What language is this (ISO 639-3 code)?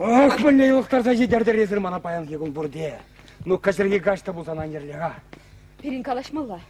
chv